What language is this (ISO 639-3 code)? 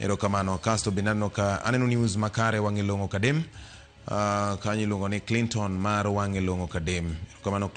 luo